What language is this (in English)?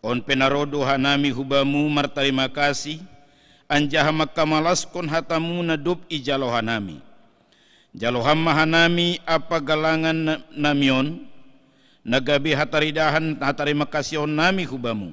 Batak Simalungun